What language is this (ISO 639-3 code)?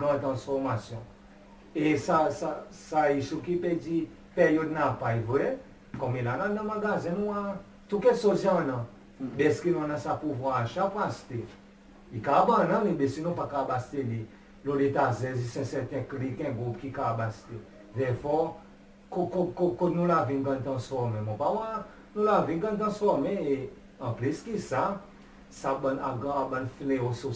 crs